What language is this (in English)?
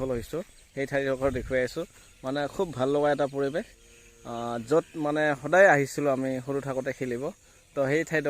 Assamese